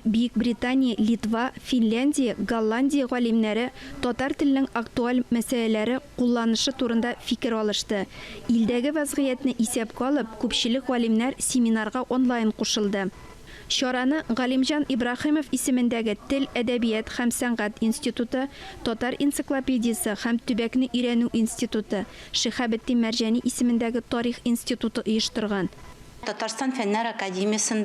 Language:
Tatar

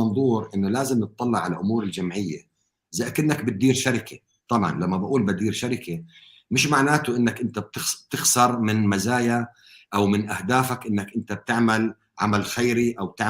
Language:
North Levantine Arabic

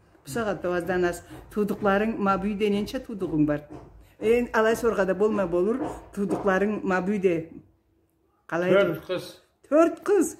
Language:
Karachay-Balkar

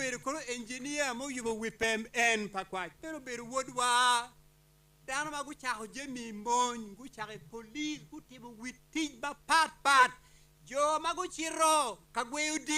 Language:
Acoli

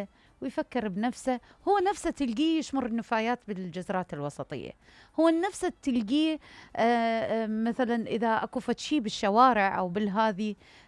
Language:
Mesopotamian Arabic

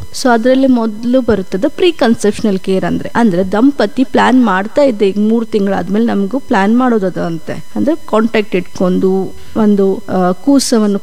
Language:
Kannada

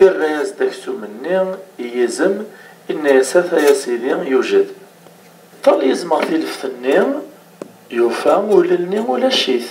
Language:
Kabyle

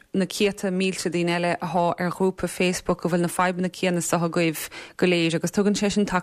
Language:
Irish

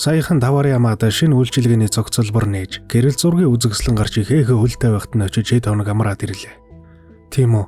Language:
Mongolian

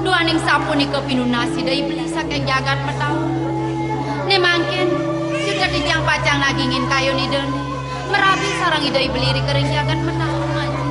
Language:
Balinese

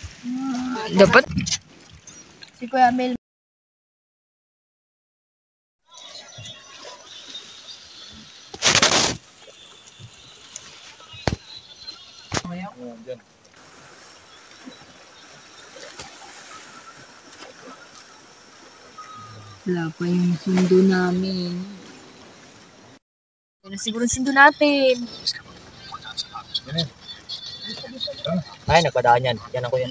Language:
Filipino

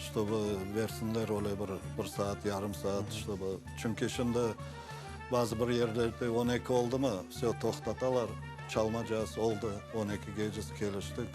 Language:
Crimean Tatar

